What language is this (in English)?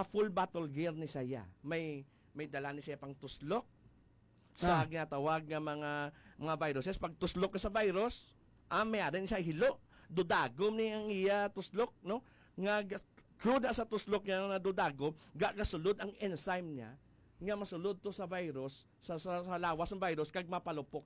Hiligaynon